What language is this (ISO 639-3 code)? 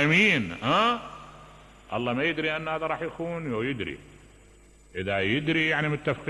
acm